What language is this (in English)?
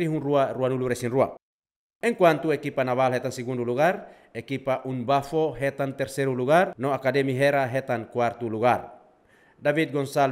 Tetum